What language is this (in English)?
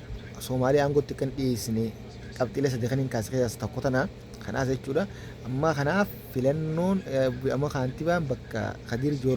Oromo